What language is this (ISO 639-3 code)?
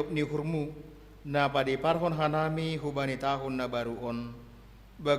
bts